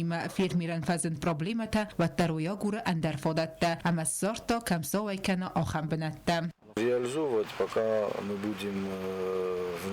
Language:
Ossetic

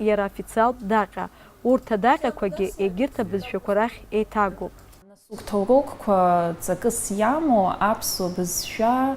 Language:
Abkhazian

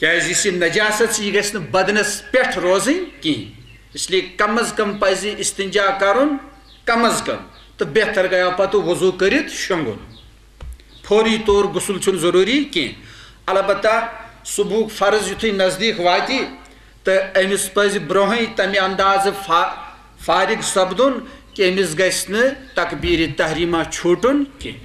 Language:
Kashmiri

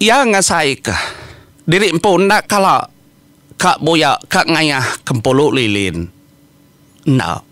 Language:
Iban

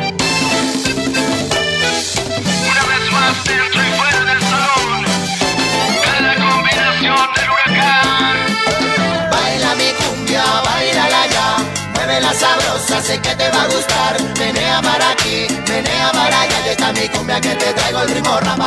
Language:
Spanish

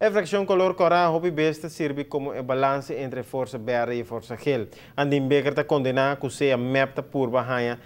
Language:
Papiamento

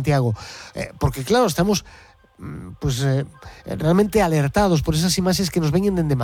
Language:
Galician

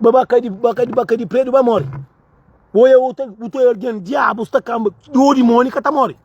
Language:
Kabuverdianu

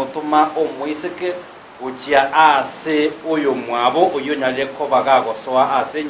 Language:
Gusii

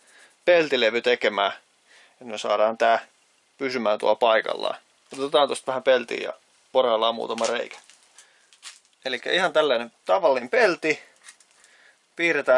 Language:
Finnish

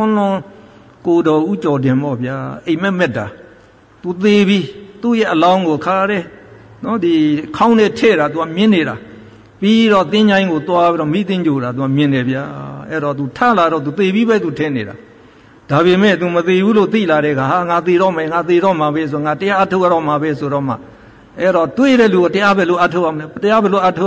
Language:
Burmese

